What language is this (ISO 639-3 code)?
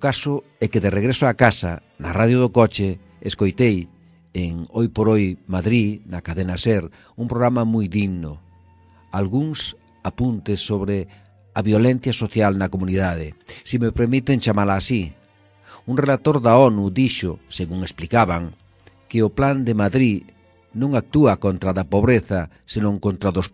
glg